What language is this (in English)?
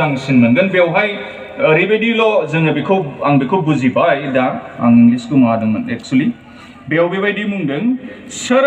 Bodo